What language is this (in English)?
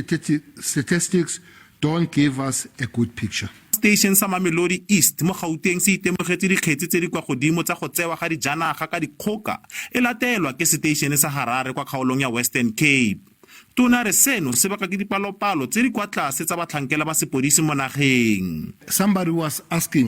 Tswana